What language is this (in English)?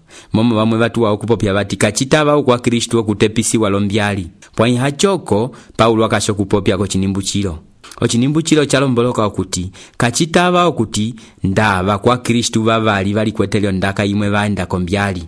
Umbundu